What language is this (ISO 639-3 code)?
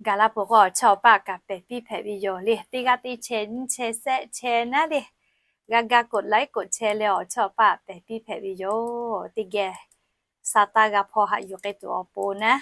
lhu